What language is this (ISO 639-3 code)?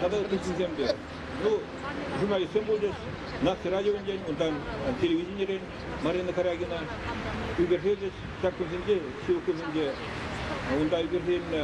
chv